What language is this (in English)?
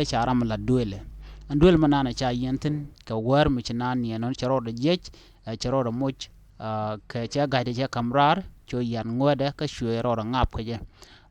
Nuer